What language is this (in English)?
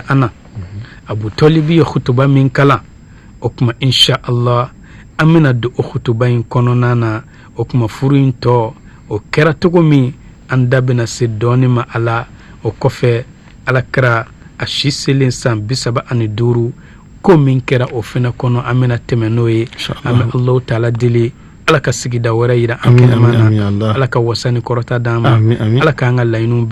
Bambara